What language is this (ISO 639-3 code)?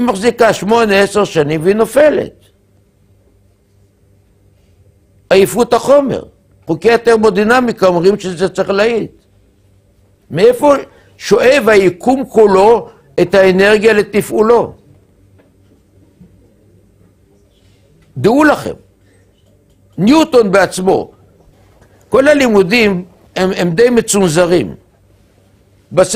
heb